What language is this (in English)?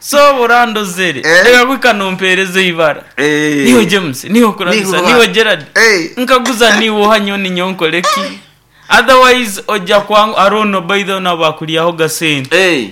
Nyoro